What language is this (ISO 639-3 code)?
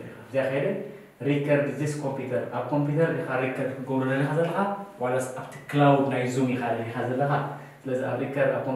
tir